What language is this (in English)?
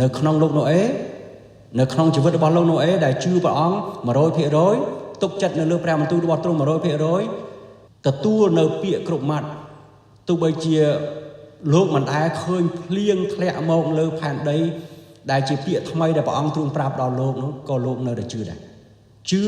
Khmer